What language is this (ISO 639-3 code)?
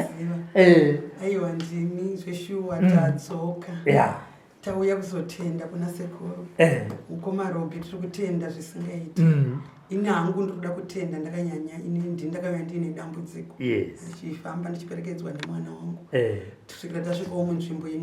sna